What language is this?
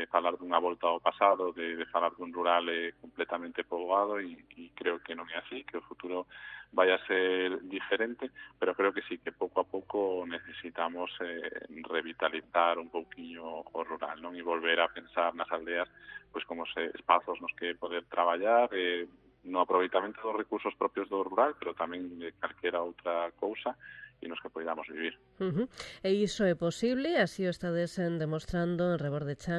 Galician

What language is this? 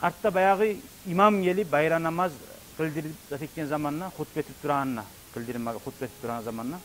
Kumyk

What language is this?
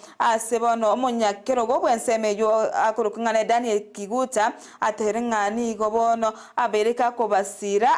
Gusii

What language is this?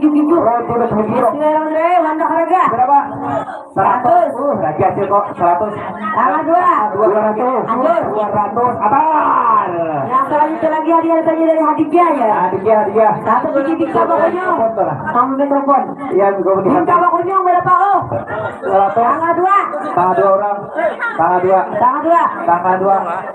Banjar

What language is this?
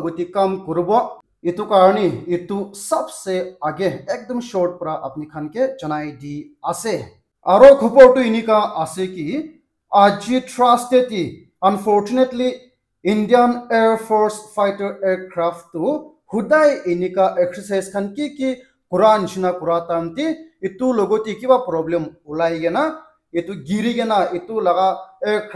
Naga Pidgin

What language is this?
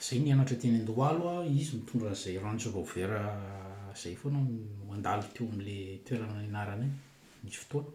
Malagasy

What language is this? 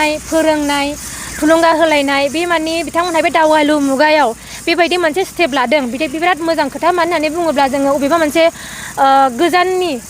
Bodo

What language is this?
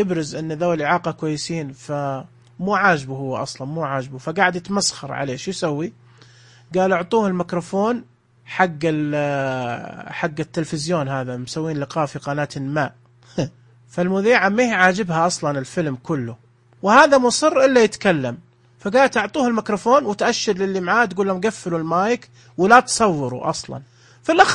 Najdi Arabic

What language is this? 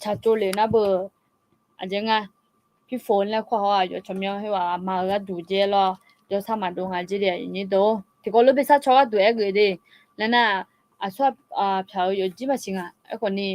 Akha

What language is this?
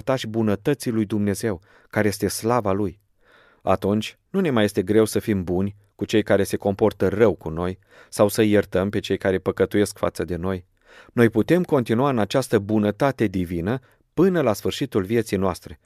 Romanian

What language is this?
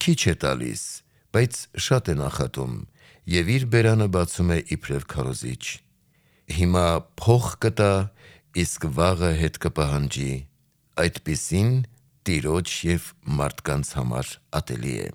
Armenian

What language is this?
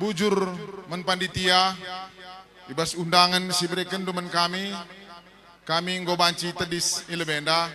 Batak Karo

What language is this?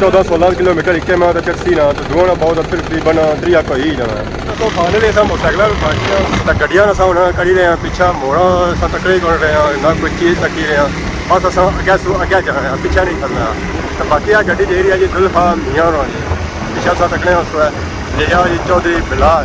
Pahari-Potwari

